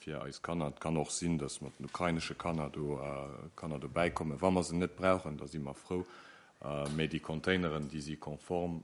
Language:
Luxembourgish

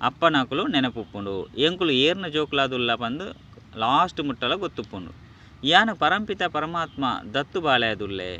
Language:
Tulu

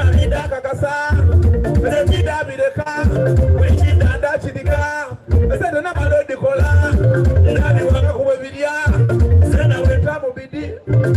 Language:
Soga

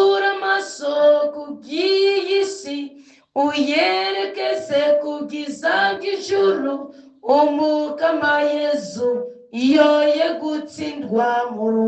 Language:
Rundi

